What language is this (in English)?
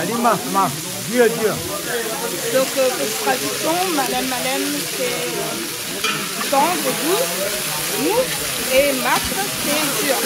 Réunion Creole French